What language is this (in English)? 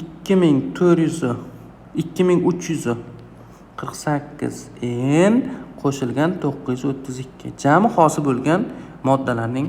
Uzbek